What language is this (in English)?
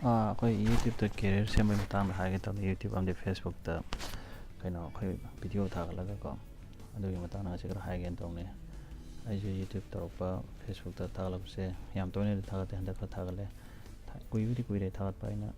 Manipuri